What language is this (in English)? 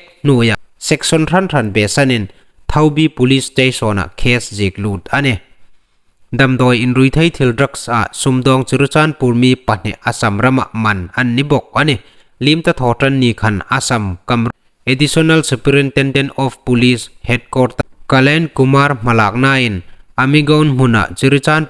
Hmar